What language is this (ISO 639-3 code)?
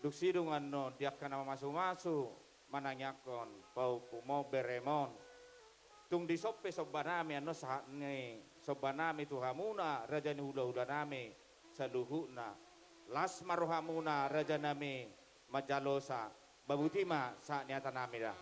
bbc